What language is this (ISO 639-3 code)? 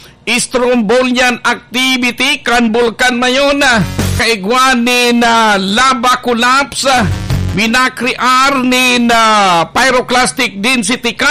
bik